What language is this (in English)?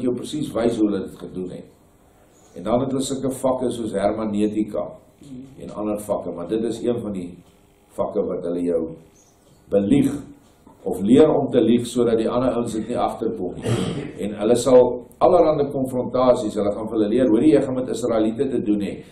Afrikaans